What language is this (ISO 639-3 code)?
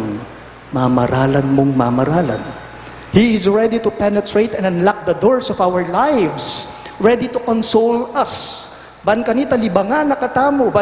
pam